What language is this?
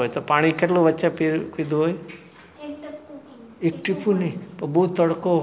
Gujarati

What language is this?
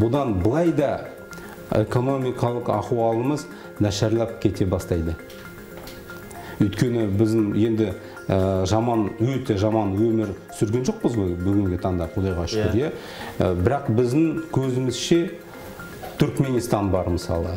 Kazakh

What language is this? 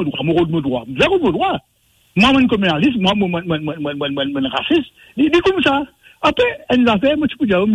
Morisyen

